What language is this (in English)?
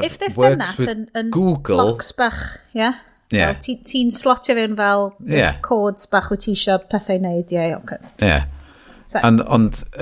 Welsh